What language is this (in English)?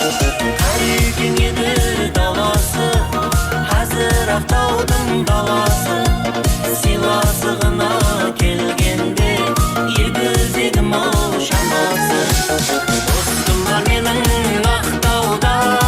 Kara-Kalpak